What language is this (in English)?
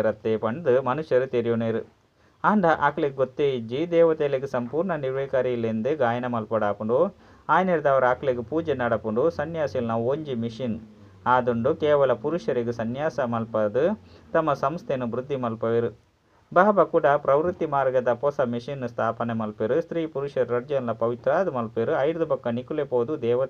Tulu